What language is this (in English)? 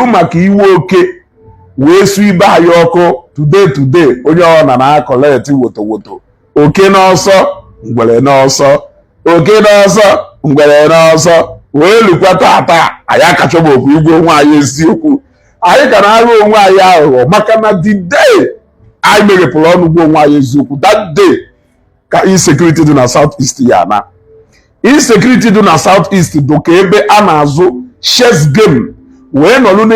Igbo